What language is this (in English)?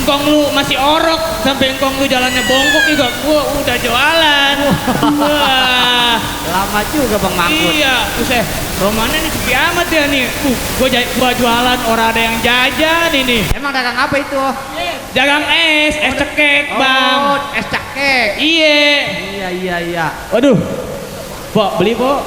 Betawi